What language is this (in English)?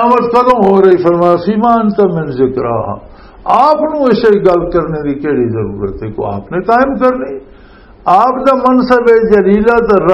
Western Panjabi